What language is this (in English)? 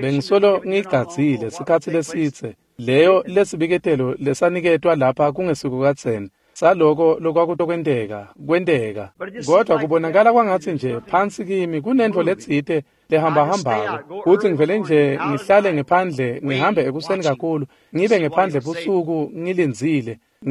Swati